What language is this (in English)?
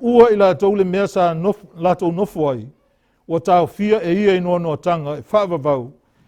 Samoan